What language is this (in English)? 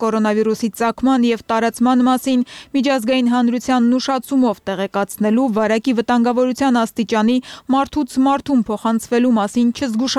Armenian